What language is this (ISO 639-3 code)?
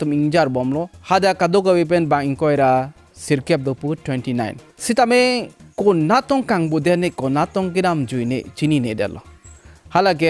mjw